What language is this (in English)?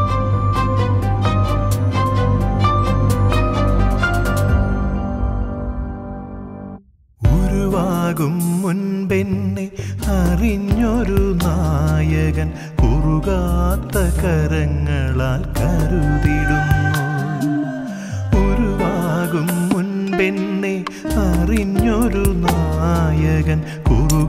Malayalam